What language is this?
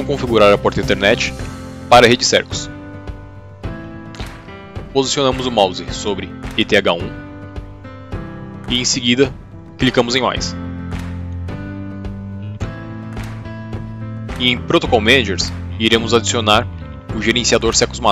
Portuguese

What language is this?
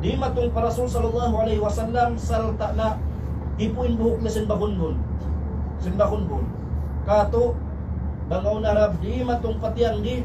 Tausug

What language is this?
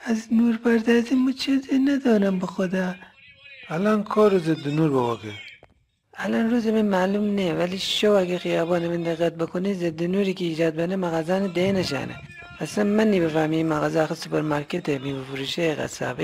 Gilaki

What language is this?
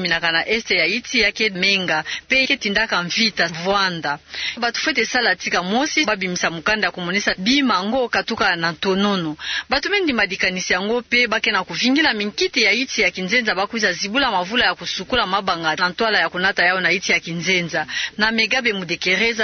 Kituba (Democratic Republic of Congo)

